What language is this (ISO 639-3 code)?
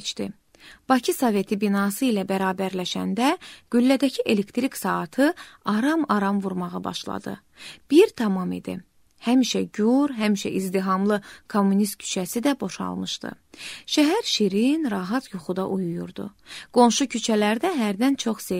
aze